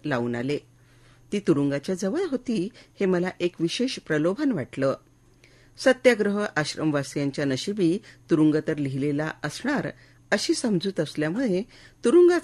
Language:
Marathi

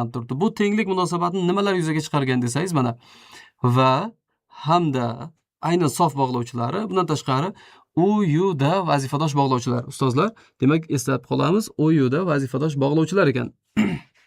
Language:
Uzbek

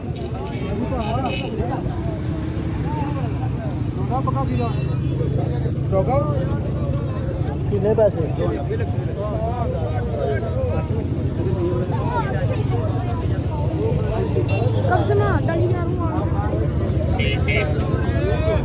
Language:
Punjabi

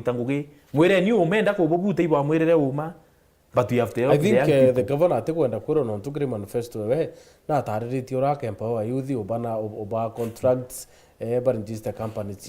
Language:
Meru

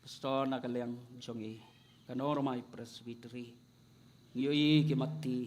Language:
Khasi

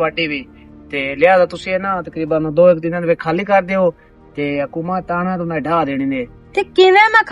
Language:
Western Panjabi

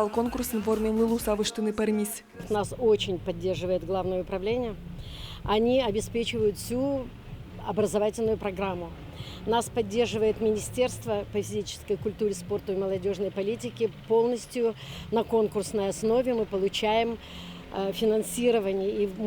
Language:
Udmurt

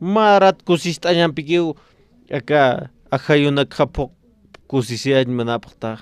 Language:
Aymara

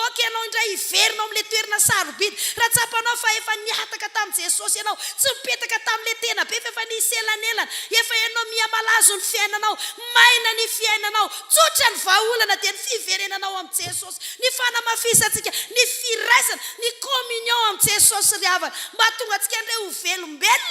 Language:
Malagasy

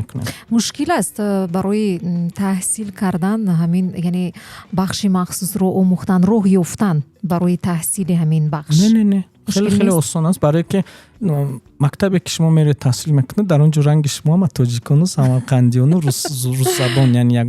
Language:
Tajik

